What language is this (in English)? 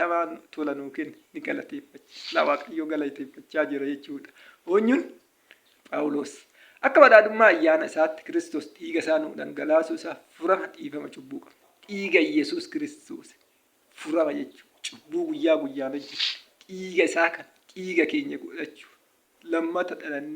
Oromo